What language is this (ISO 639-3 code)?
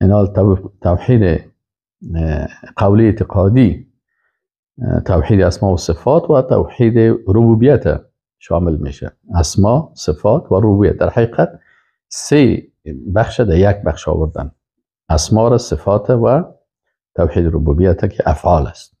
fas